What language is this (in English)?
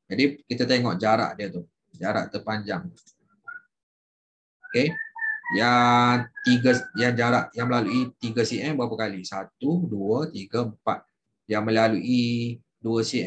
Malay